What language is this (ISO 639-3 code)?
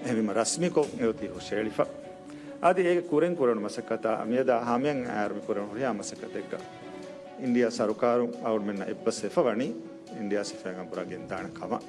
div